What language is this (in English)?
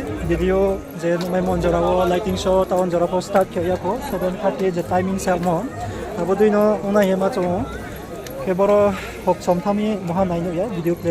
Riang (India)